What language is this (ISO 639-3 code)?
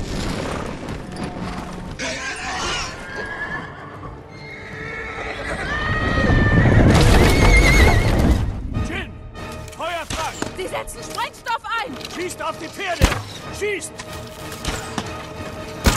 deu